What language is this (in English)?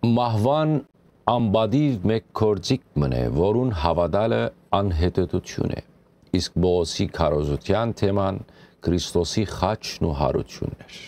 Western Armenian